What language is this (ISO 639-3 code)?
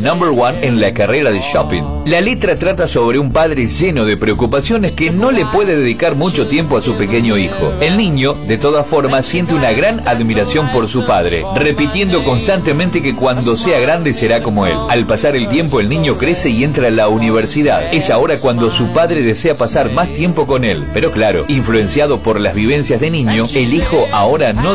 spa